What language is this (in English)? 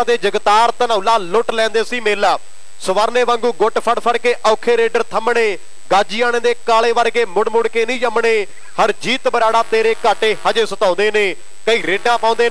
Punjabi